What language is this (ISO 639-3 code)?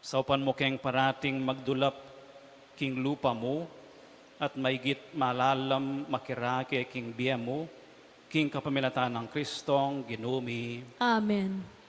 pam